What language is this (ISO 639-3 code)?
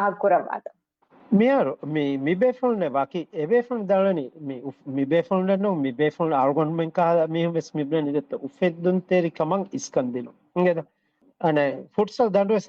div